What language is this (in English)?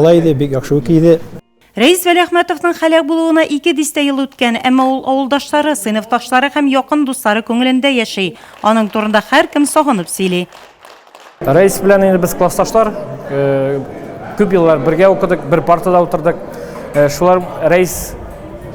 Tatar